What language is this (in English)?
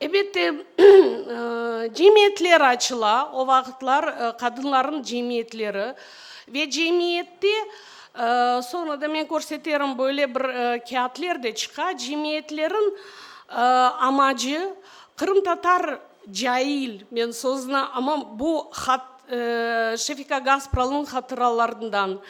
Crimean Tatar